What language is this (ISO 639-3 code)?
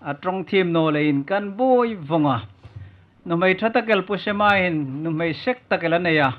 hmr